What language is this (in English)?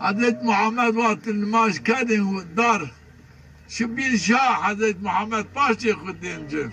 Zaza